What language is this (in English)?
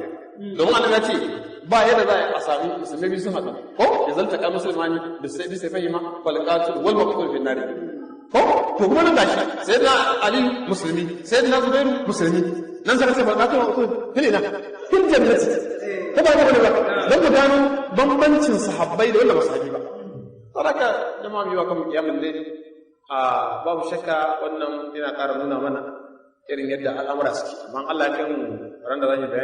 Hausa